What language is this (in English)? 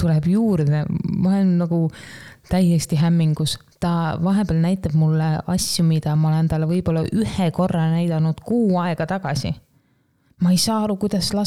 Estonian